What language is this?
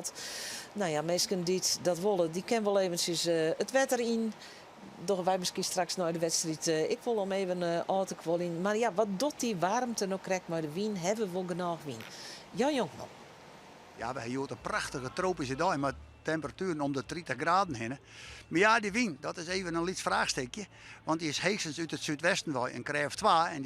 Western Frisian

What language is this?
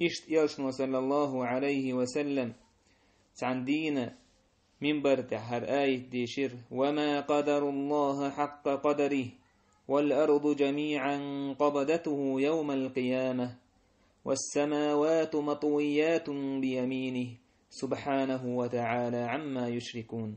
Chechen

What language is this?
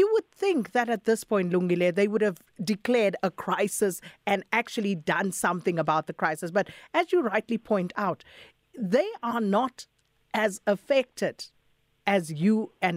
English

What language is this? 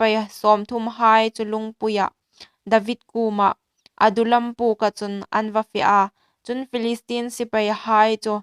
Hmar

